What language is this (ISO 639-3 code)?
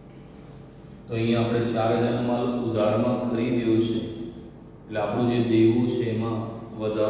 guj